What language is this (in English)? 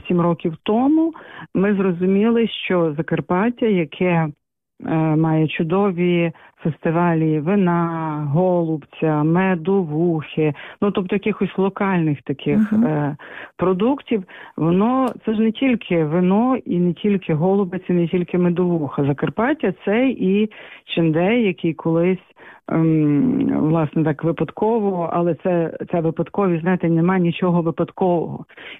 Ukrainian